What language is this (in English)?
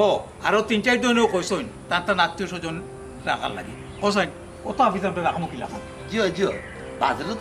Sylheti